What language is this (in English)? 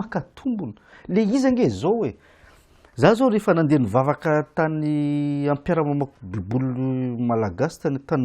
Malagasy